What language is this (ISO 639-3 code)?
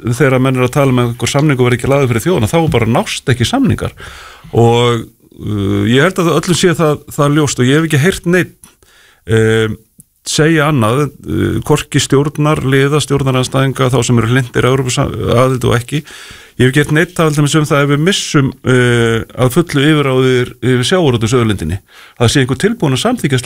isl